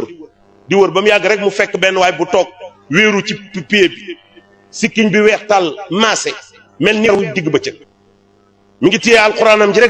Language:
Wolof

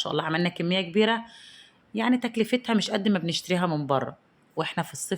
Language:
Egyptian Arabic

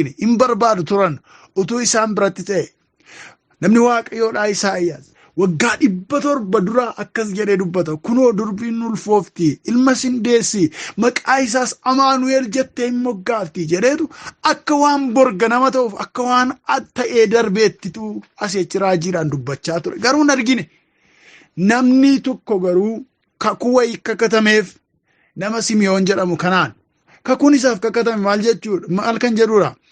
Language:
Oromo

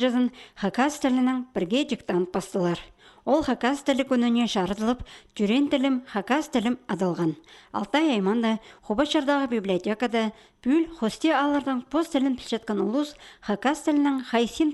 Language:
Khakas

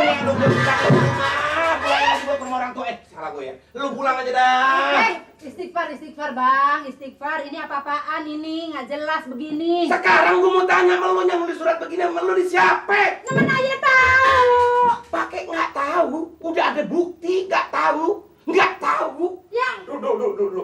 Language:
Betawi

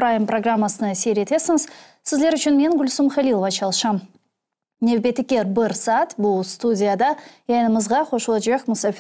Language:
Crimean Tatar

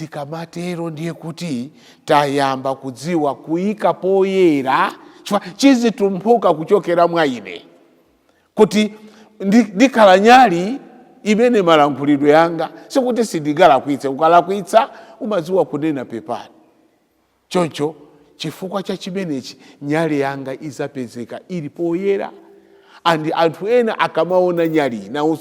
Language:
Nyanja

